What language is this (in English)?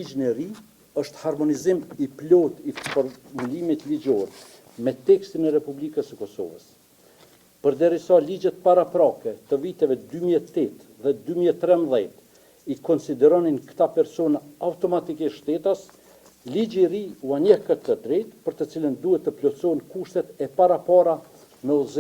Albanian